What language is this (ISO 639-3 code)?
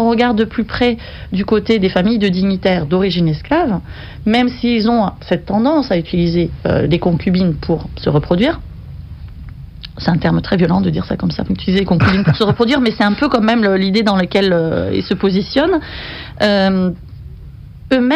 fra